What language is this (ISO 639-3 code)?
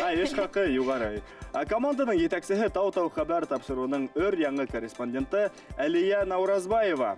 bak